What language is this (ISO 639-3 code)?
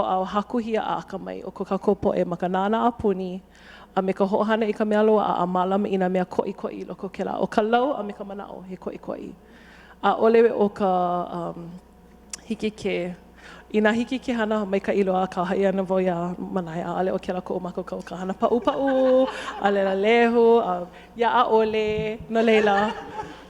haw